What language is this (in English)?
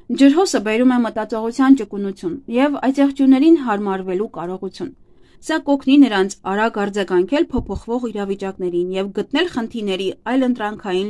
Armenian